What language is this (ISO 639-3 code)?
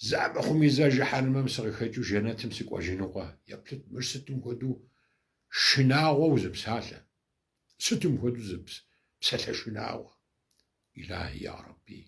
kbd